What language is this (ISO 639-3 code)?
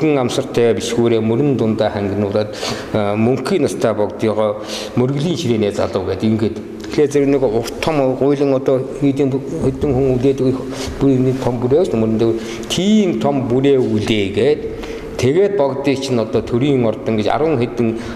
mon